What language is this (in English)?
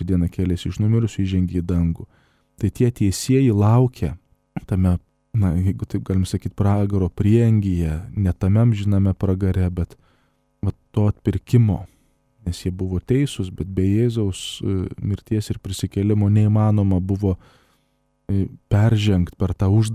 Lithuanian